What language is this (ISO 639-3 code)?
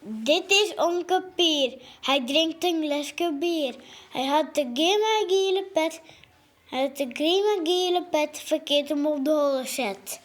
fry